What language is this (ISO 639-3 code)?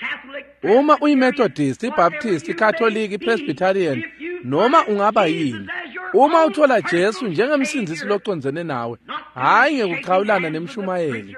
ssw